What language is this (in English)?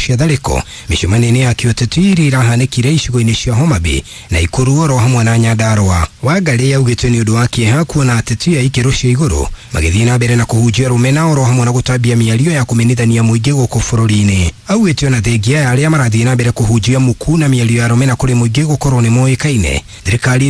Kikuyu